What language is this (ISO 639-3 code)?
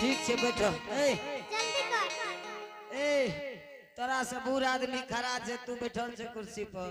anp